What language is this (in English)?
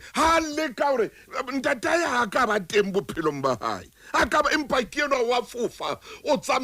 Southern Sotho